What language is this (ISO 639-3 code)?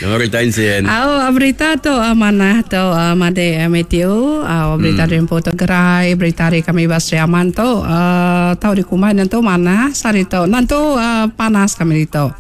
iba